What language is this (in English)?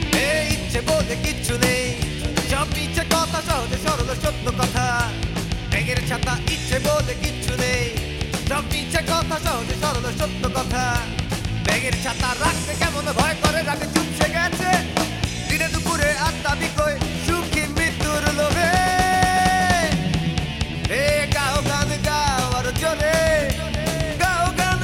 Bangla